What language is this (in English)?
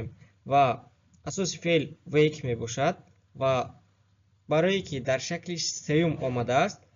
Tajik